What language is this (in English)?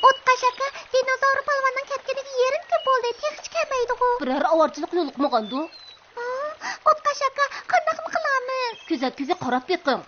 Uyghur